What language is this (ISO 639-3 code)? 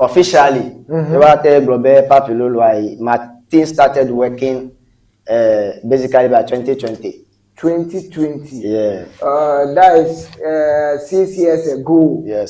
ewe